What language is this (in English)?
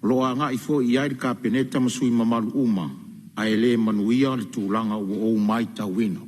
Samoan